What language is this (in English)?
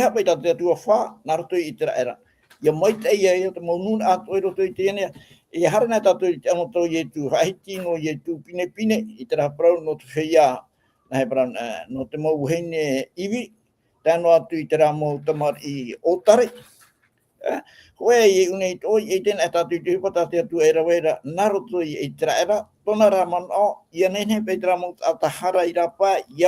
Tahitian